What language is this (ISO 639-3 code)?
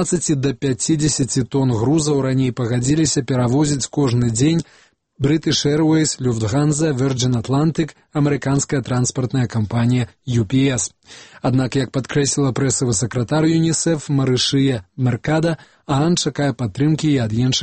bel